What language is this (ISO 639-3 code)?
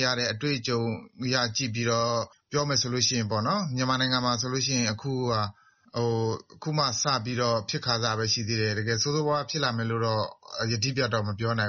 mya